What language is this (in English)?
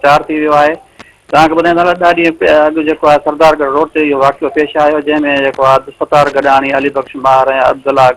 Sindhi